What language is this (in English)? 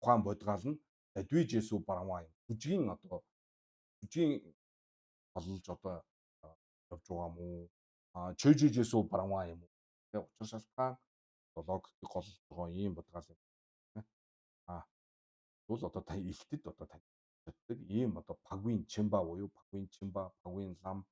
Mongolian